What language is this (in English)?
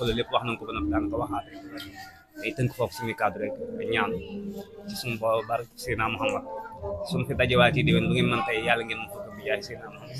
Wolof